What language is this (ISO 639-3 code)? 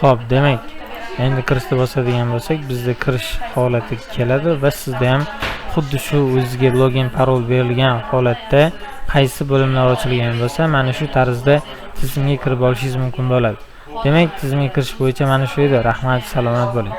uzb